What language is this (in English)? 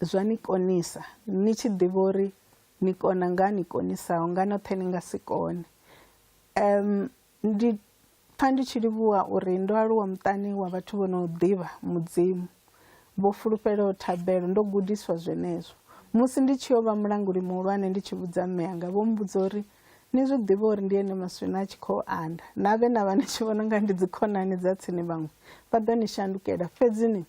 Venda